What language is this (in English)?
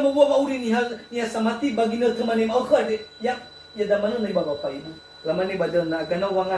Nias